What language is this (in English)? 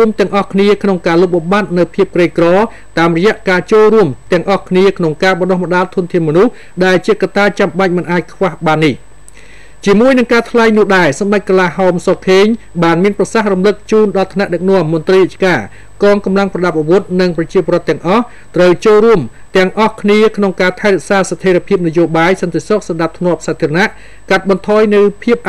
Khmer